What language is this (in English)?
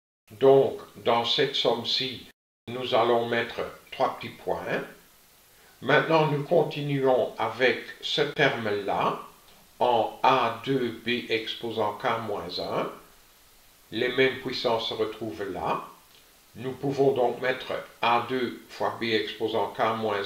French